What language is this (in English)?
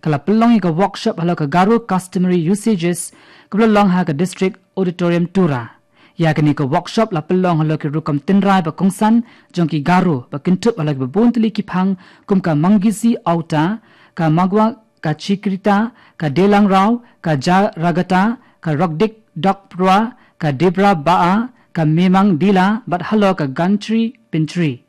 Khasi